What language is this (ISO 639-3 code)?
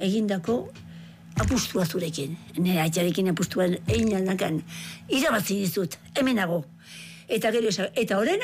eus